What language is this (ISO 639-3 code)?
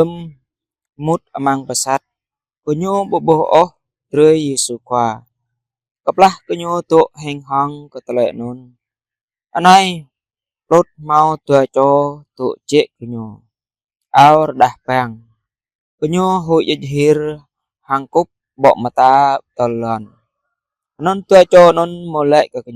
jra